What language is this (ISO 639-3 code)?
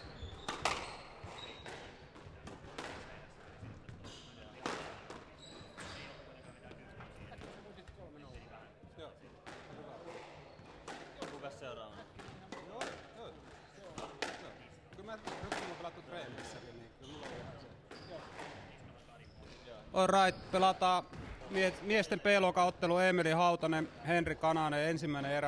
fin